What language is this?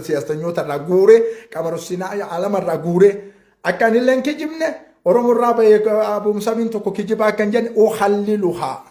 Oromo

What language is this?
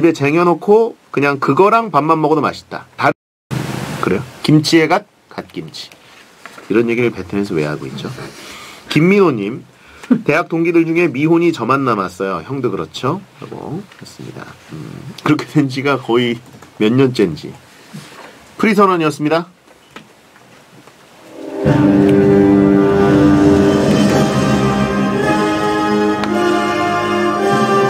Korean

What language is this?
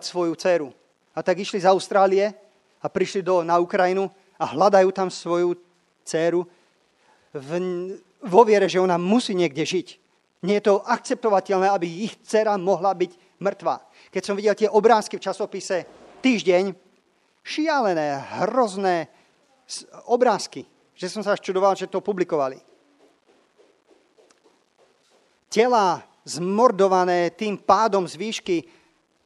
Slovak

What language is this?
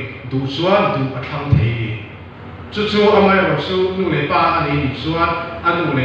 Mizo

